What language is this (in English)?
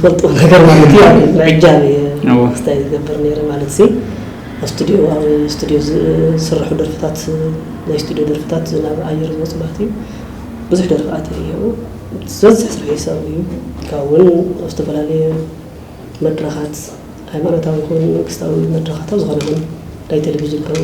Tigrinya